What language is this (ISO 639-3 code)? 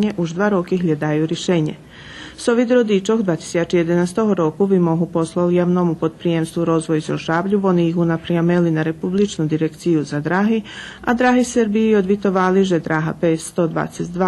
rue